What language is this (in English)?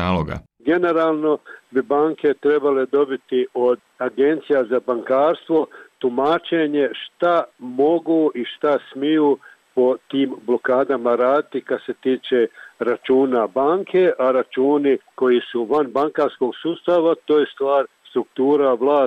Bosnian